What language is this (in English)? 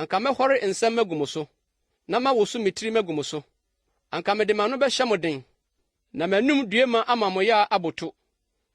Akan